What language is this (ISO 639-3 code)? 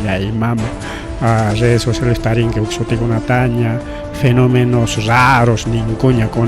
quy